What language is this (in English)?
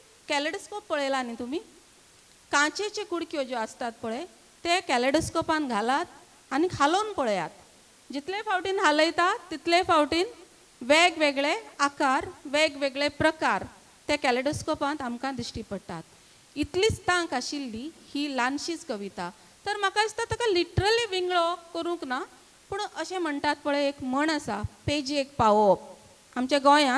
Konkani